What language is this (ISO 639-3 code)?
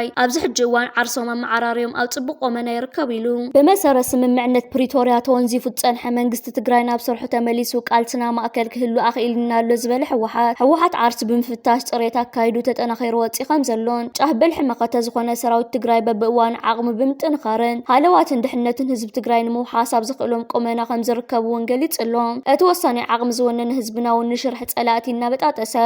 tir